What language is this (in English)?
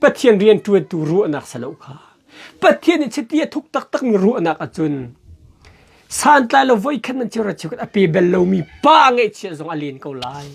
Hakha Chin